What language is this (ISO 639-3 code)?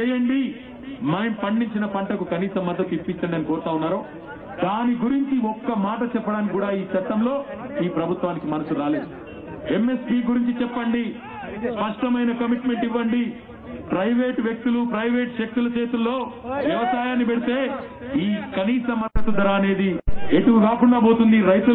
tel